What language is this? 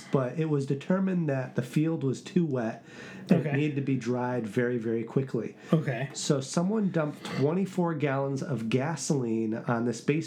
English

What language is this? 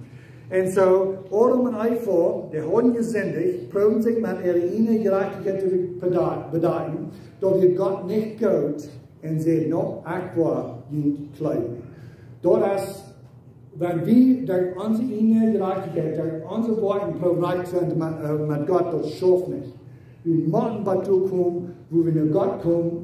Plautdietsch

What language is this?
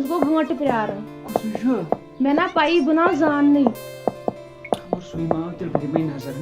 Kashmiri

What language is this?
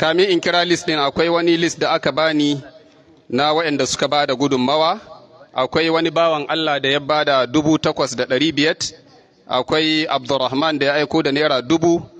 Hausa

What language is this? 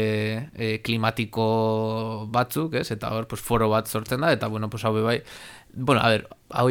Basque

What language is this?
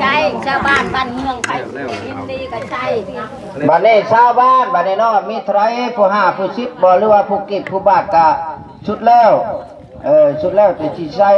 Northeastern Thai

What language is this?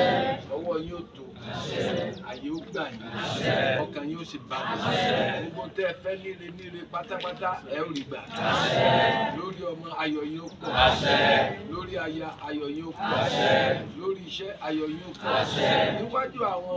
Yoruba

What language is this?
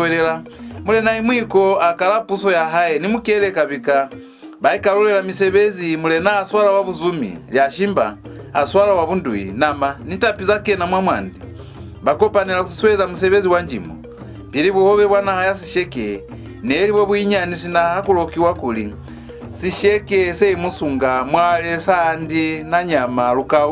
Lozi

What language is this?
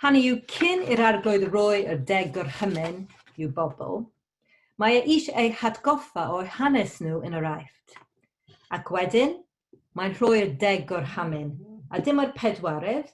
Welsh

